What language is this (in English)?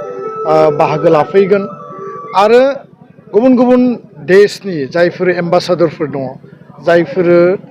Bodo